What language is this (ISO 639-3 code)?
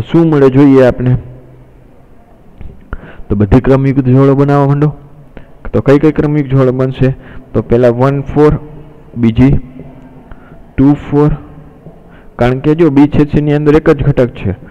guj